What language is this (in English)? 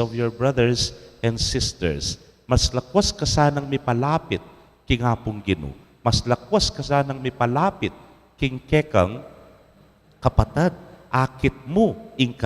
Pampanga